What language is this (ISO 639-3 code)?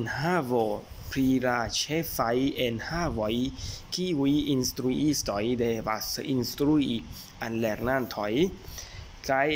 epo